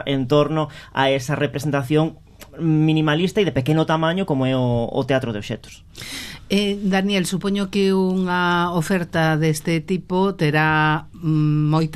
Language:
Galician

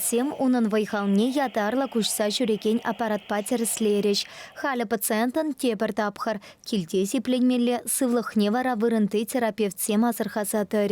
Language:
Chuvash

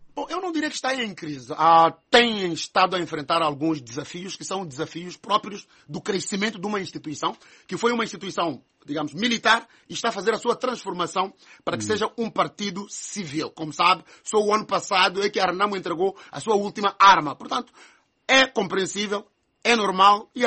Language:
Portuguese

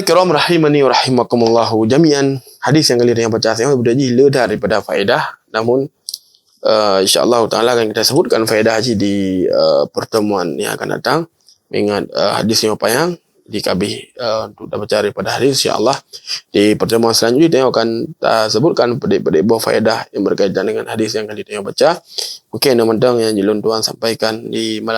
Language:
Achinese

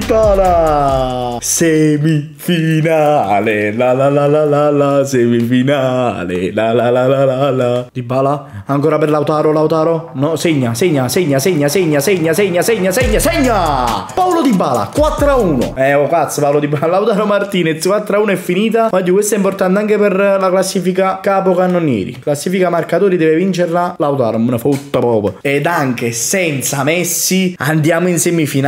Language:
Italian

